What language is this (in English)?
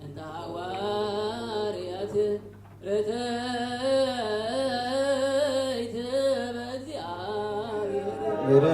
Geez